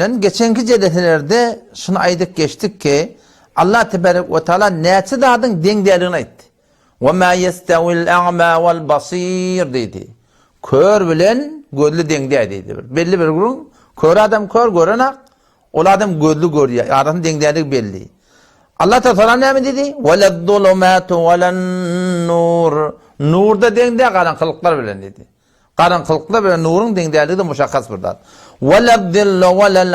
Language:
Turkmen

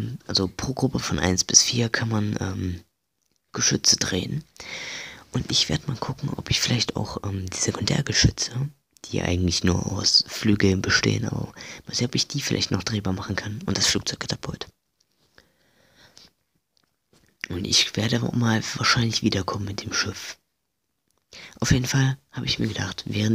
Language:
German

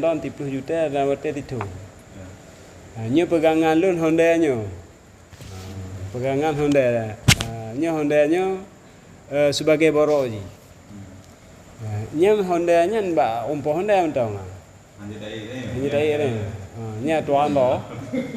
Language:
Achinese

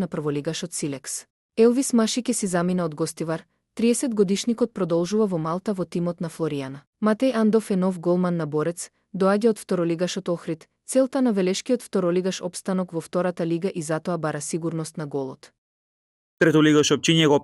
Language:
Macedonian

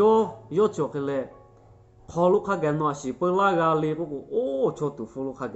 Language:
Lahu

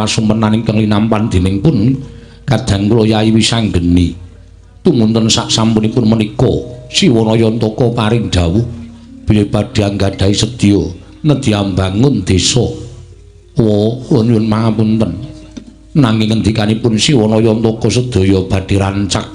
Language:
Javanese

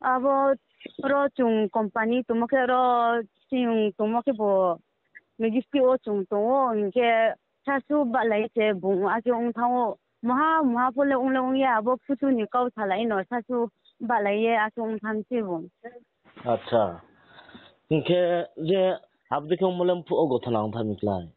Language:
Riang (India)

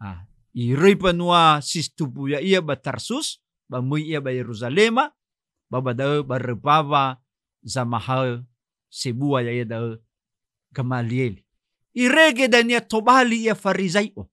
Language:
Nias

